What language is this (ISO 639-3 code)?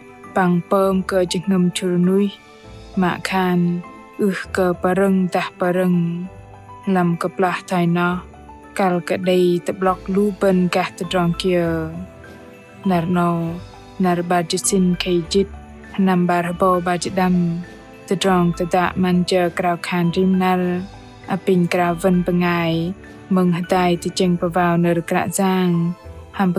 bdq